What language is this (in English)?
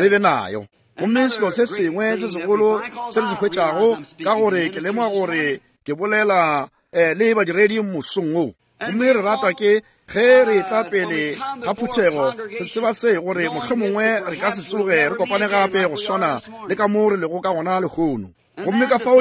Northern Sotho